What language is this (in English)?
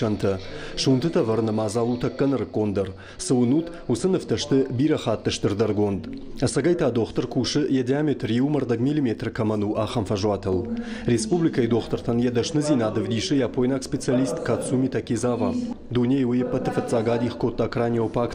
Ossetic